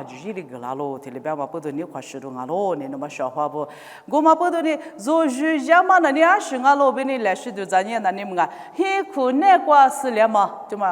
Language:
Lisu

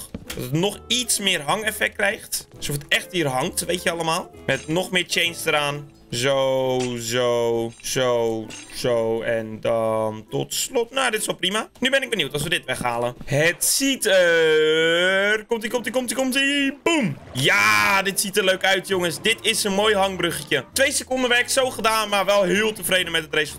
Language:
Dutch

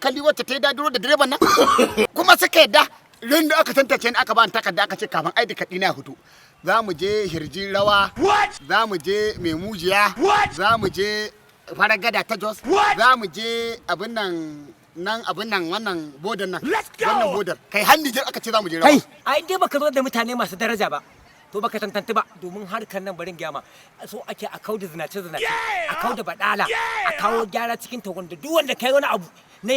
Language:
Hausa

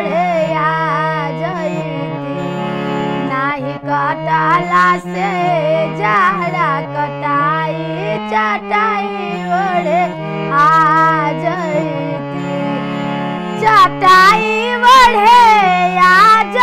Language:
Bhojpuri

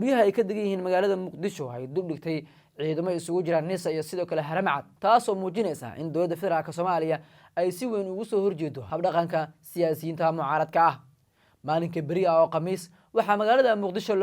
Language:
Somali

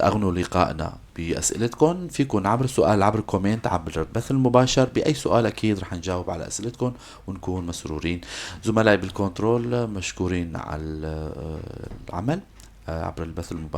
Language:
North Levantine Arabic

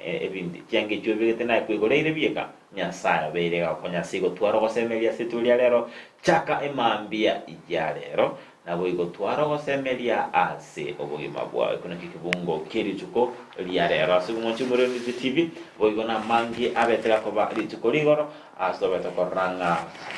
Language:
Gusii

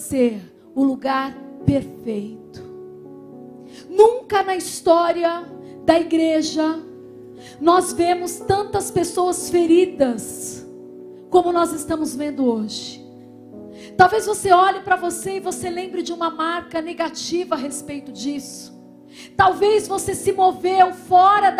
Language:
Portuguese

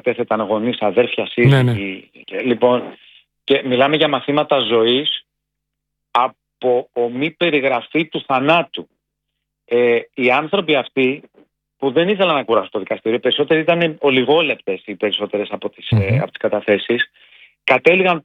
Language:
Greek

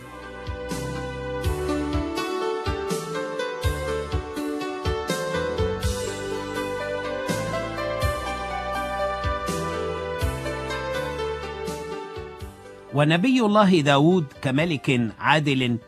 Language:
Arabic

